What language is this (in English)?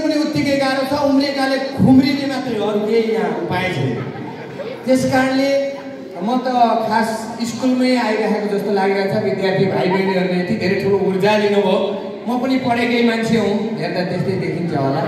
Nepali